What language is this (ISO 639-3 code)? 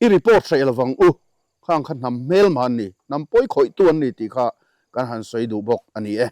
lus